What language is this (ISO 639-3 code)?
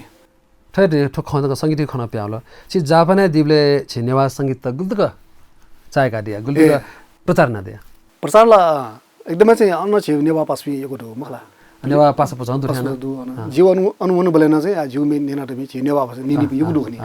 new